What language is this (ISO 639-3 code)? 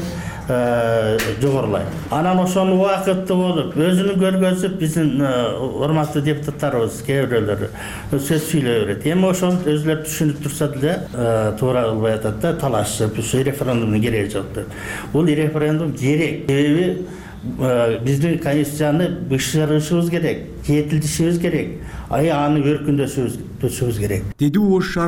kir